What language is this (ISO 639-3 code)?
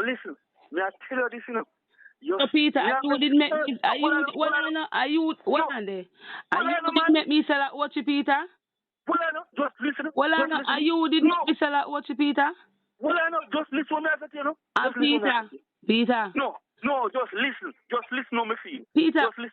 jam